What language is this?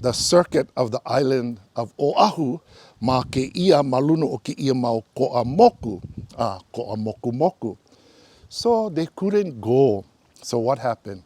Hawaiian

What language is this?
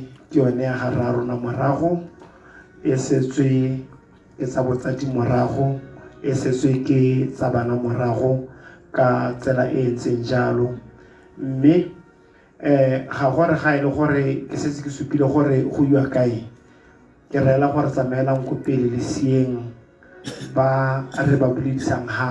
Tswana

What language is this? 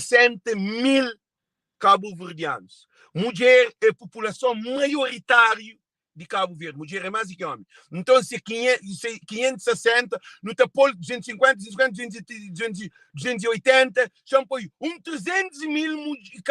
Kabuverdianu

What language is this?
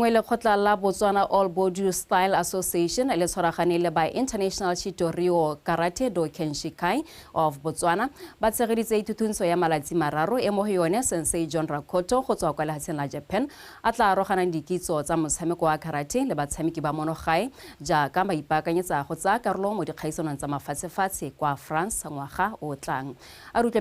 Tswana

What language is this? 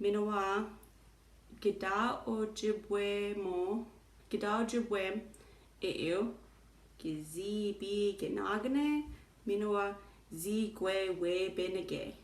Chippewa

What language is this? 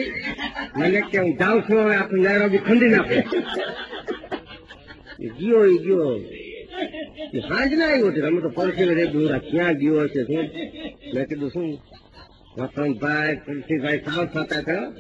Gujarati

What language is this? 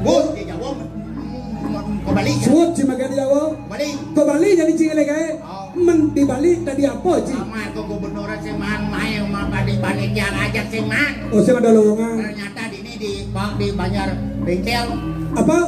Balinese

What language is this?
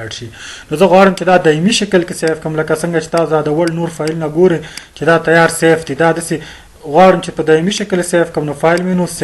Pashto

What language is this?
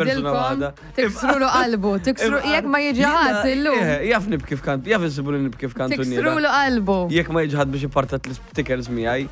Maltese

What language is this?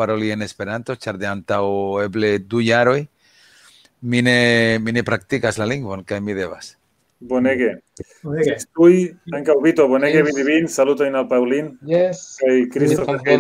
Esperanto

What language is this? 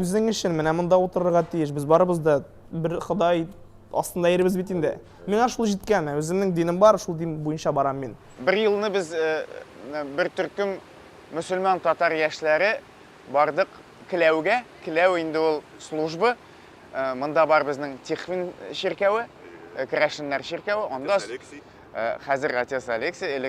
Tatar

